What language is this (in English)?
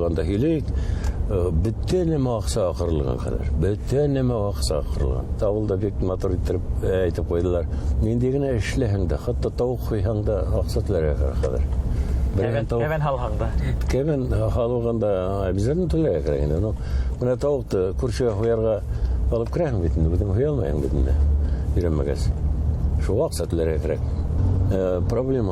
Bashkir